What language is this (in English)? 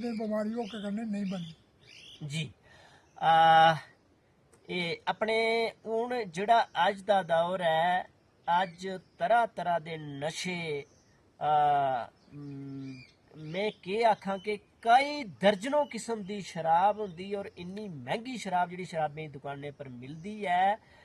Dogri